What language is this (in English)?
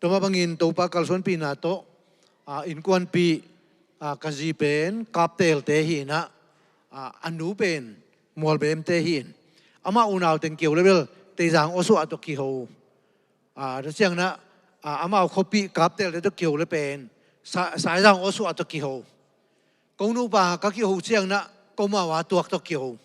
Tedim Chin